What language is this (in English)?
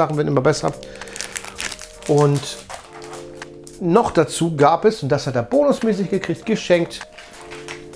German